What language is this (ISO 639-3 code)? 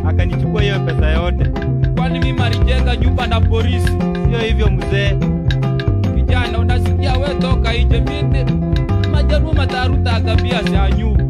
swa